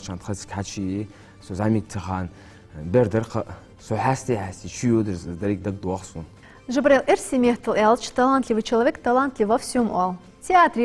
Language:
Ingush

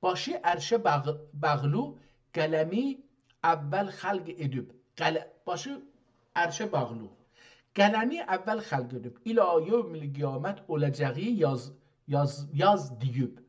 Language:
South Azerbaijani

